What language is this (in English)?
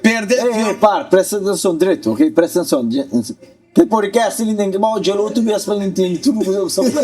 Kabuverdianu